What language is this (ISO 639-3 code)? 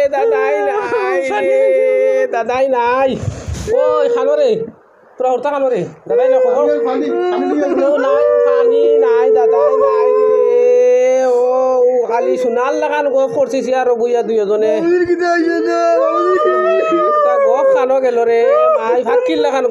syl